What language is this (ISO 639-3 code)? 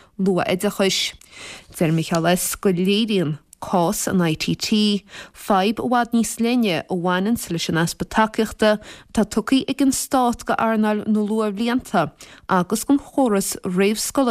gle